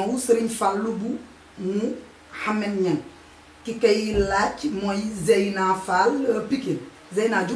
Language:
Wolof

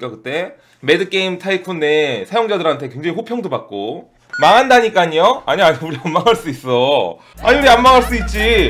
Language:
Korean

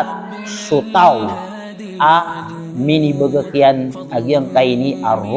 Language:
Maranao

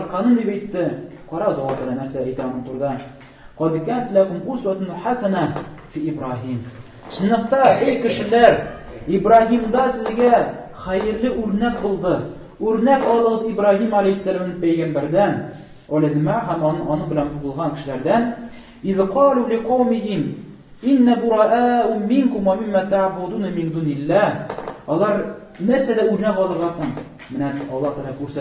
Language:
Tatar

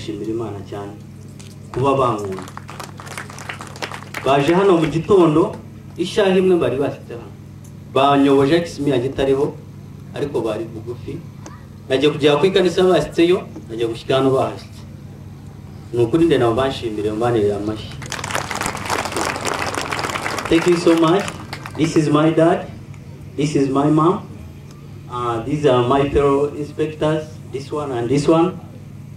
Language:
Kinyarwanda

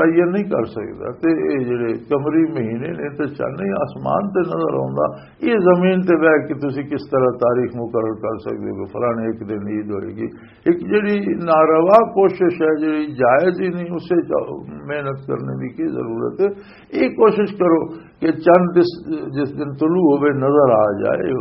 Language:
Western Panjabi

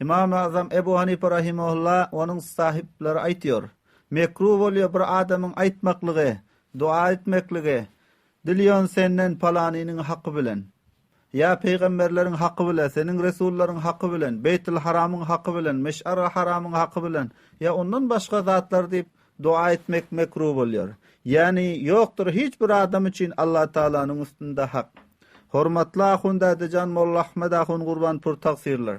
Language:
Turkmen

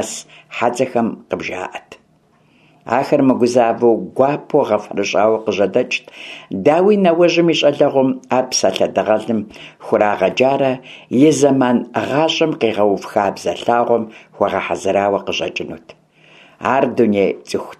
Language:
Kabardian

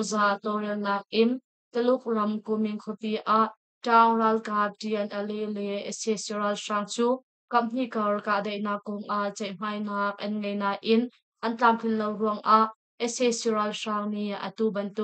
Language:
Hakha Chin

